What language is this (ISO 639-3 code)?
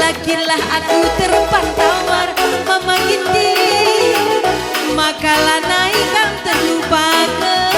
btx